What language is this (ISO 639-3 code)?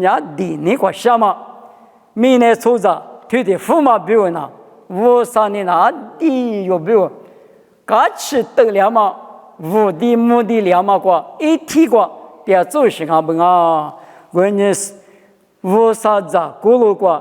lis